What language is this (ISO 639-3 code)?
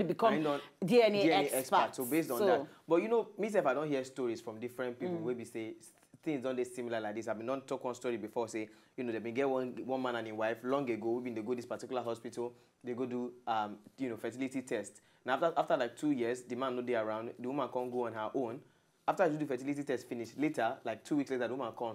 pcm